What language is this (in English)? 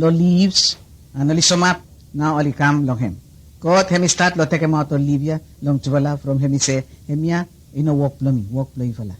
Bislama